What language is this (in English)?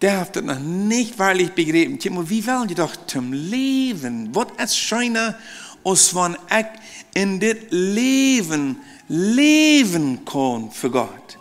Plautdietsch